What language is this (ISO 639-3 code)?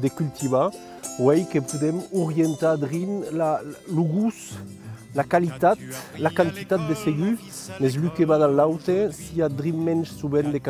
oci